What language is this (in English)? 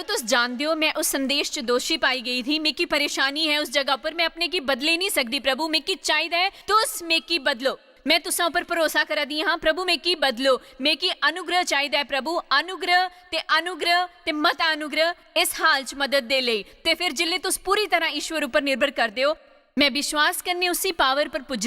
Dogri